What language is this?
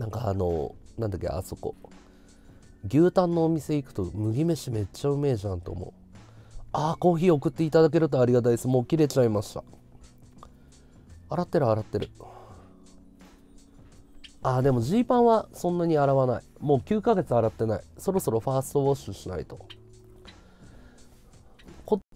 Japanese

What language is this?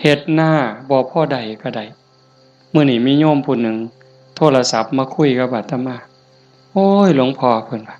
Northeastern Thai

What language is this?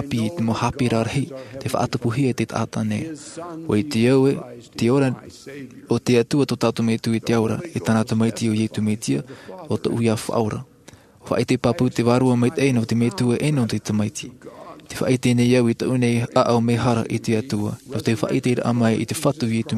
Tahitian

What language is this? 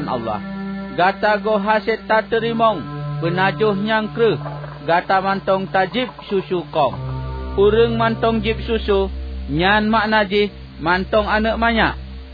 Achinese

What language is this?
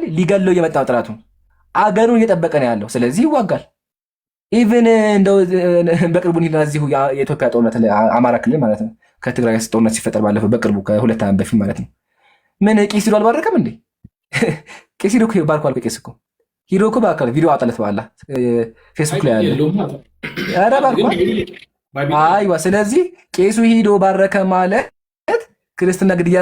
Amharic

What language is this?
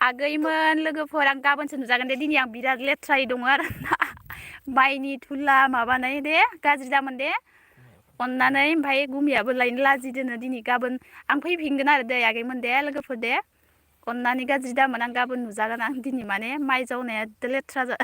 Bodo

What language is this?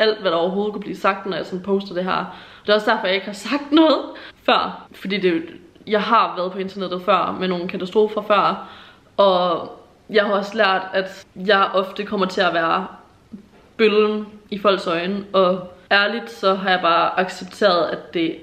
Danish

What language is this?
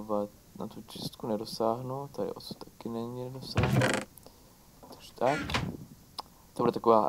Czech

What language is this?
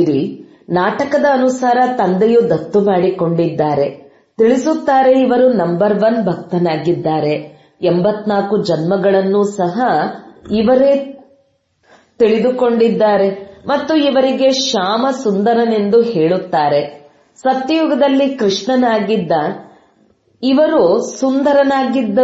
Kannada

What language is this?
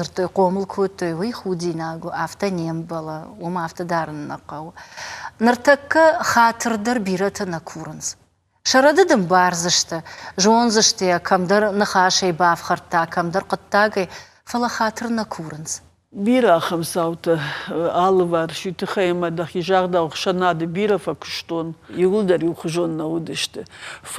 Ossetic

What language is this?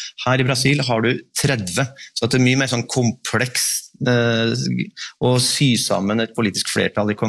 Norwegian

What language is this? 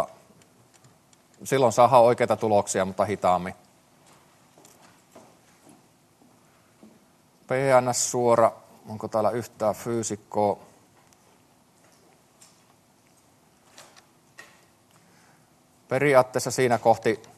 Finnish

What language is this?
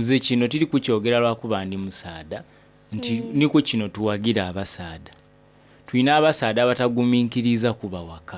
Soga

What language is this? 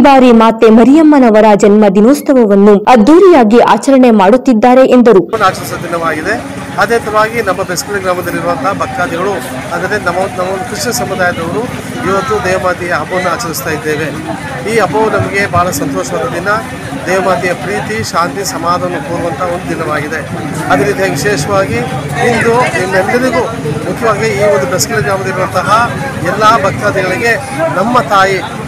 Kannada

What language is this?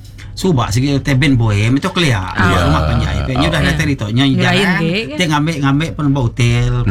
Iban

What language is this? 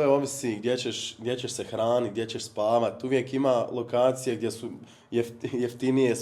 Bosnian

